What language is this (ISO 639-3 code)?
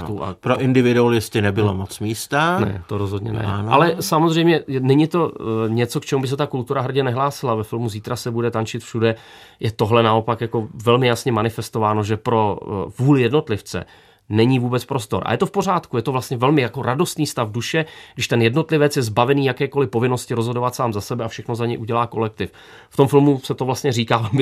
ces